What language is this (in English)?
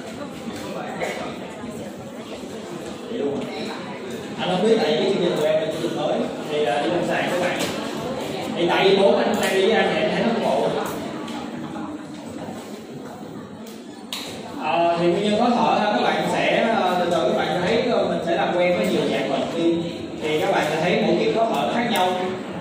Vietnamese